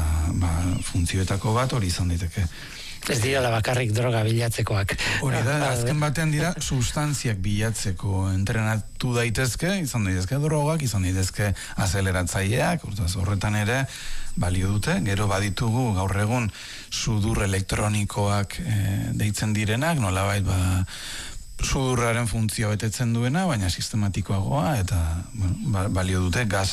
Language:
Basque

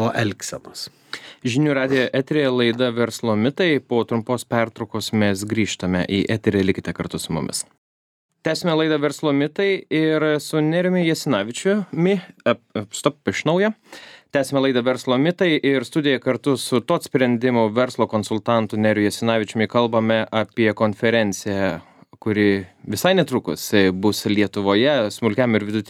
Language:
Lithuanian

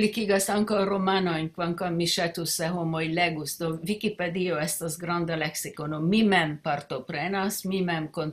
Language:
Esperanto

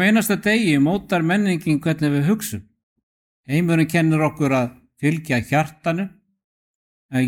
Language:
Icelandic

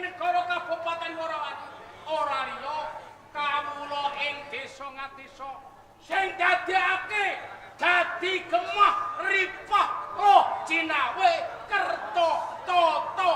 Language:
Javanese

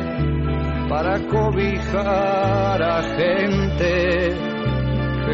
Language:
Basque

